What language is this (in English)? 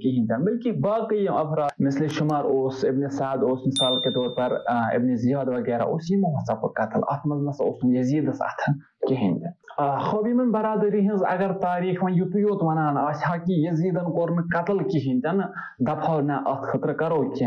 Kashmiri